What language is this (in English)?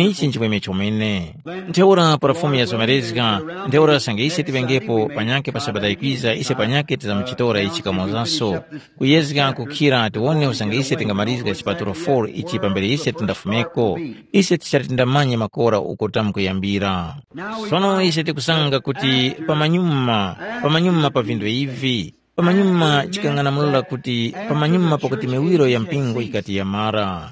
Tumbuka